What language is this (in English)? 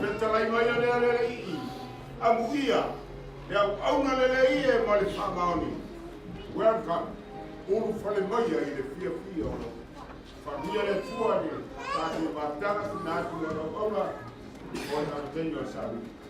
Samoan